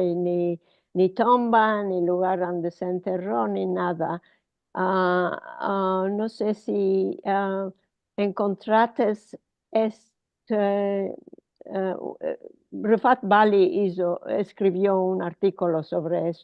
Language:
Ladino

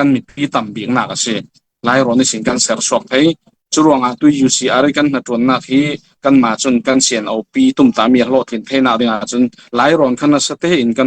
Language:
Falam Chin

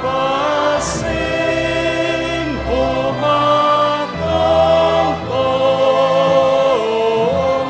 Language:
Batak Simalungun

